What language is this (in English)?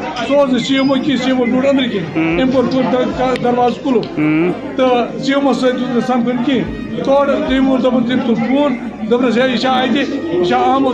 Kashmiri